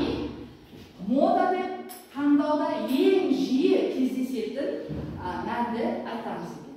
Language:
Kazakh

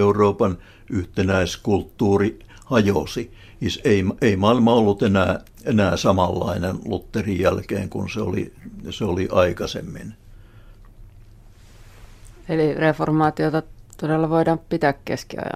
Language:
Finnish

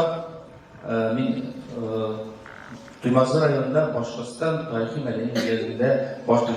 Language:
Bashkir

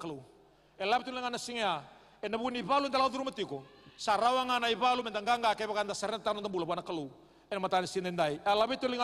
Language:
Fijian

